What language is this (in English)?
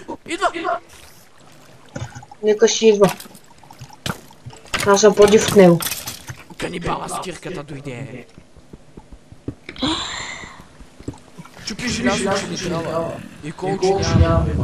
Bulgarian